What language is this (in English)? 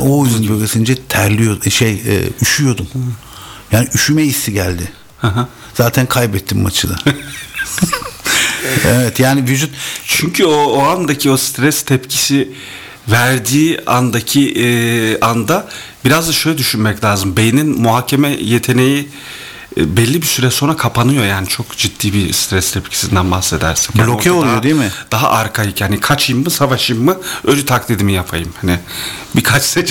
Turkish